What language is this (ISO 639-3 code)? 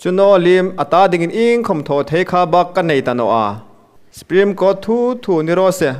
hmr